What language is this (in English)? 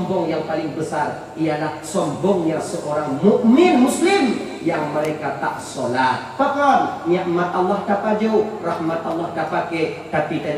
Achinese